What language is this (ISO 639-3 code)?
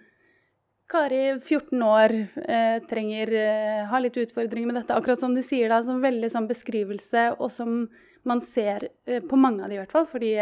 nor